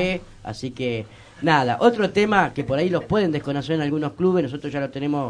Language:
Spanish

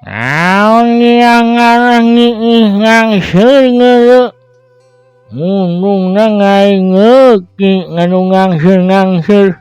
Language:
Sundanese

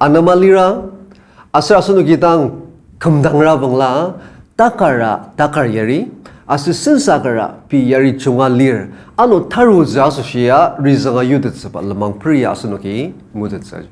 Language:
Ao Naga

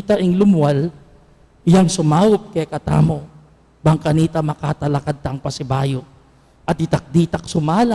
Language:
Pampanga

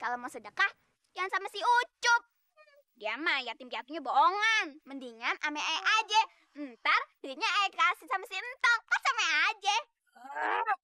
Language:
Betawi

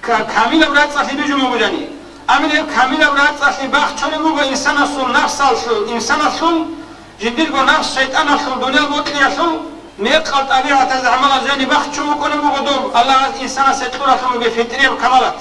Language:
Avaric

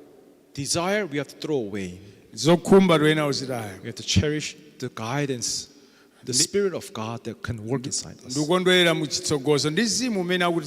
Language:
Nyanja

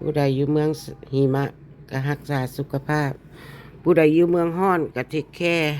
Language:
Lao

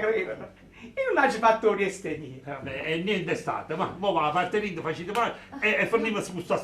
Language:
Neapolitan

